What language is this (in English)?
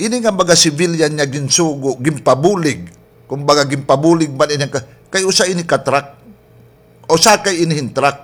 Waray